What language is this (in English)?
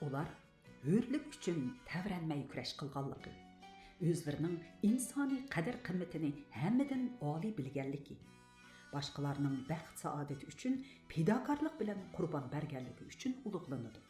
Uyghur